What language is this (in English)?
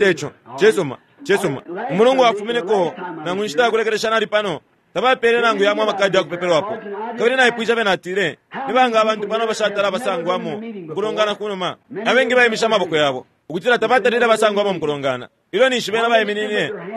Bemba